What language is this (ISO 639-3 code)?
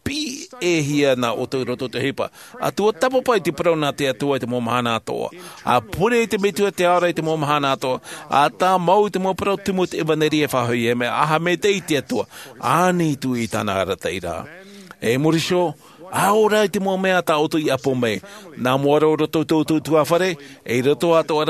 tah